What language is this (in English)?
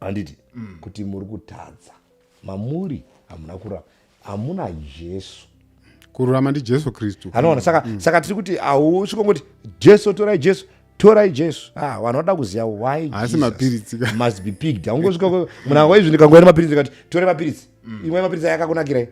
Shona